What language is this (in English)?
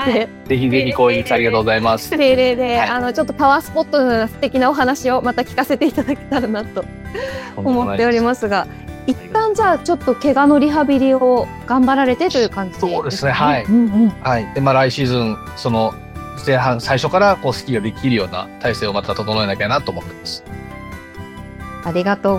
Japanese